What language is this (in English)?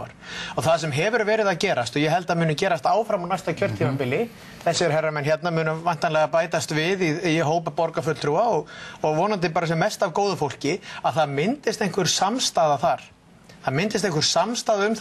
Icelandic